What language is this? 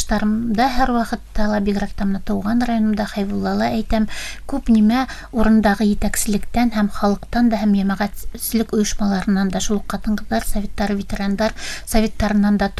Bashkir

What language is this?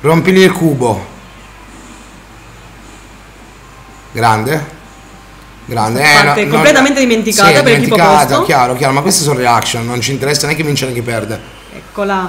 Italian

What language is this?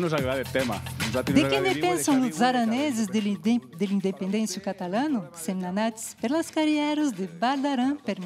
Occitan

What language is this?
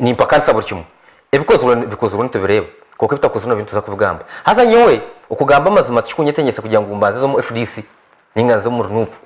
Nyankole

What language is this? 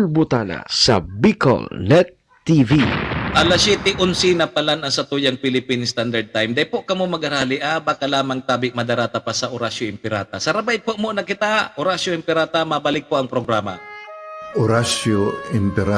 Bikol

